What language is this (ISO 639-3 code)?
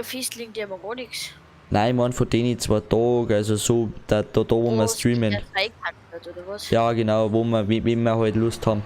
bar